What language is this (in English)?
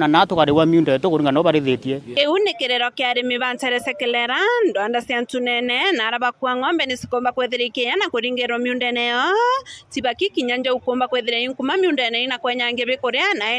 Meru